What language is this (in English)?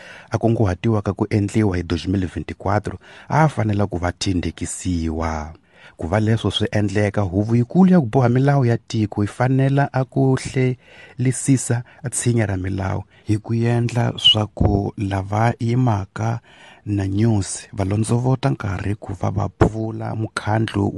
Tsonga